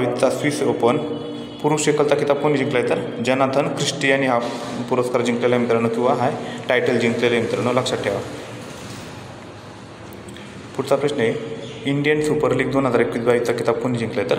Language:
Marathi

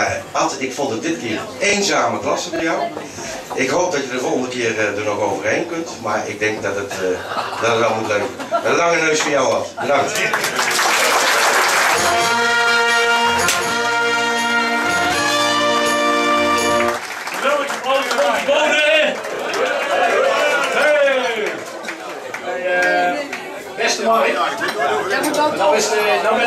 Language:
Dutch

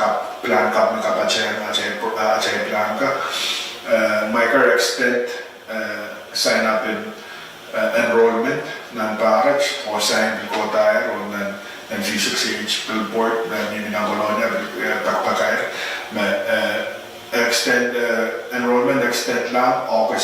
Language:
Pohnpeian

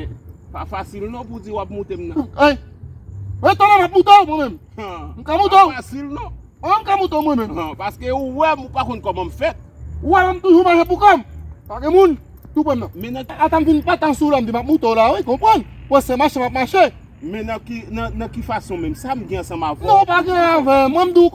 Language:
Haitian Creole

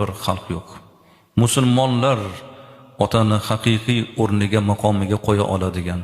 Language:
Uzbek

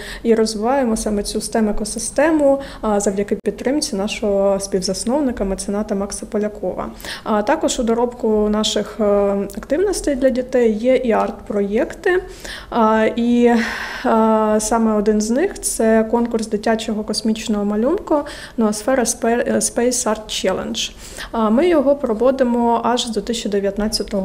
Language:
Ukrainian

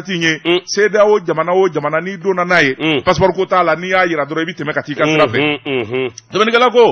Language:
Bambara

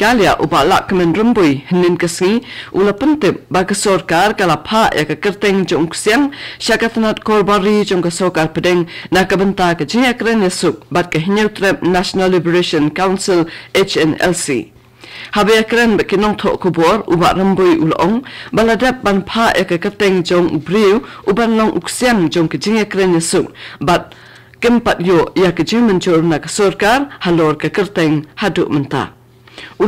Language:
Khasi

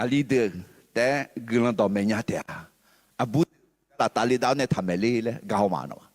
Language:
Akha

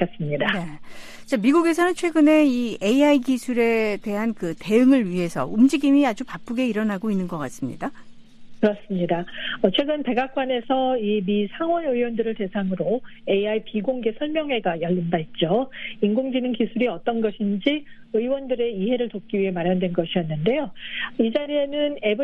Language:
Korean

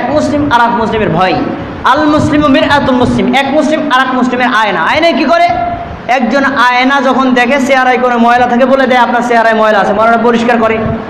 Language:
Bangla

